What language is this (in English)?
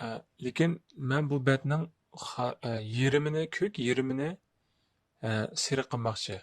Uyghur